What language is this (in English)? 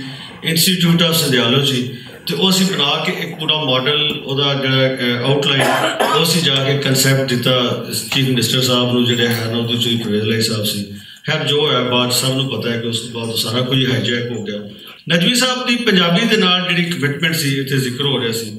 Western Panjabi